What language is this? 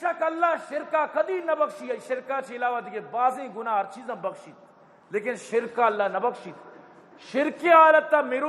Eastern Balochi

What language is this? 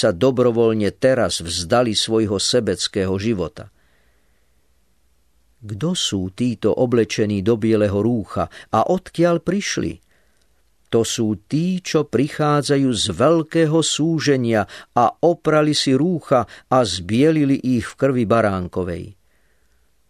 Slovak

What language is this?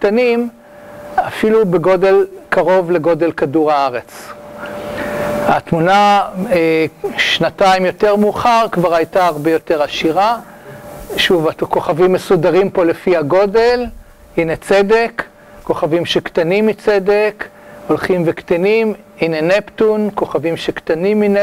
Hebrew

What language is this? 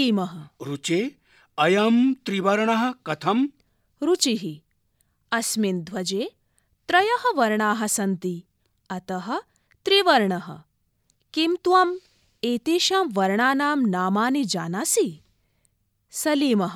Sanskrit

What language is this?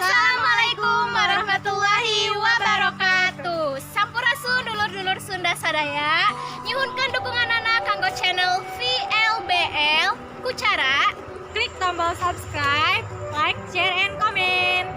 Sundanese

